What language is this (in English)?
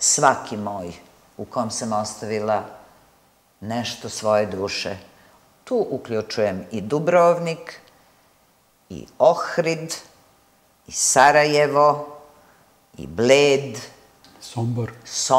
Serbian